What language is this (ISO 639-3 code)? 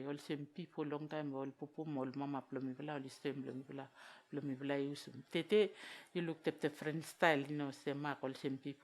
vao